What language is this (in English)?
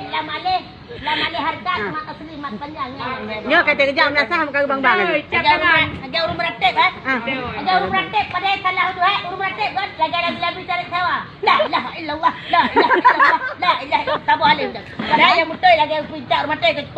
Achinese